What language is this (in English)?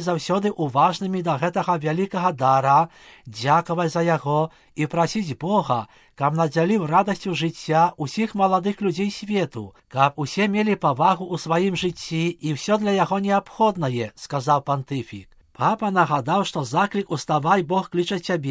Belarusian